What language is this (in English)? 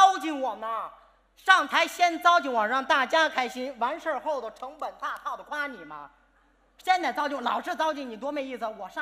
Chinese